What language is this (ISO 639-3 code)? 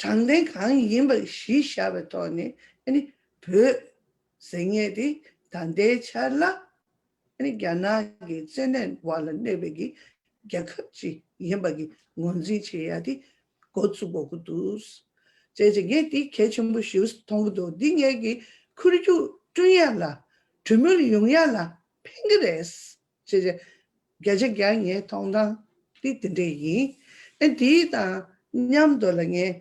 bod